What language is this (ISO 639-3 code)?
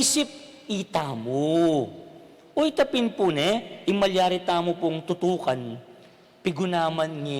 pam